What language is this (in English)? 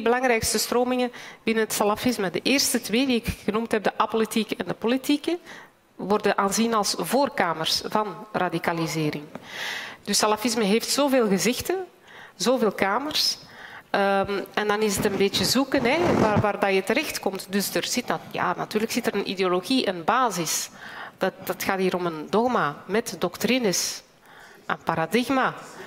Dutch